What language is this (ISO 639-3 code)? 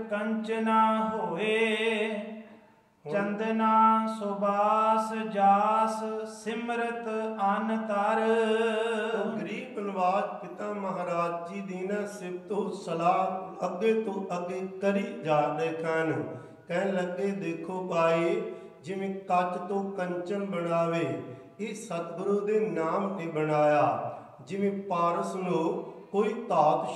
pan